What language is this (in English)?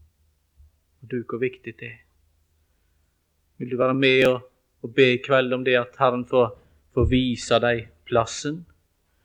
Norwegian